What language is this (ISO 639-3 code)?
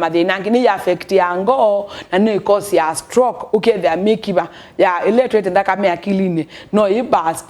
kam